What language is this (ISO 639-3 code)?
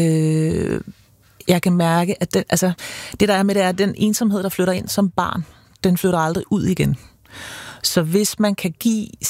dan